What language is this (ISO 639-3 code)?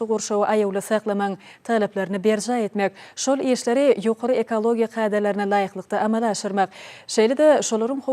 tuk